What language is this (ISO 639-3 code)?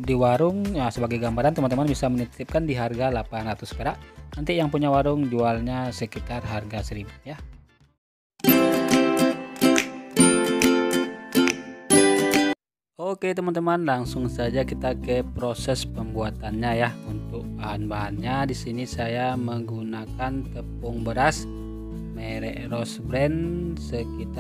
ind